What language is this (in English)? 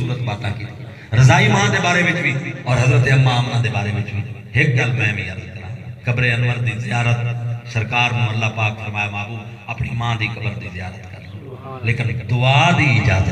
Saraiki